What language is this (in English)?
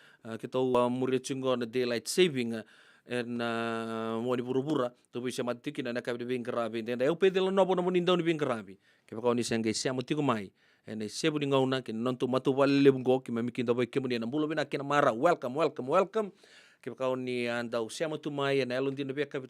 Fijian